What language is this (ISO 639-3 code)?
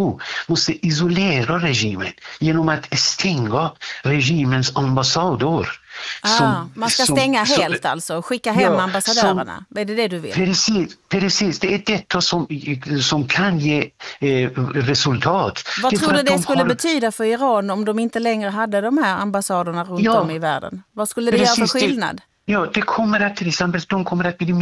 swe